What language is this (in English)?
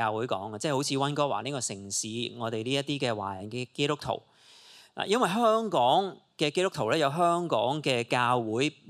Cantonese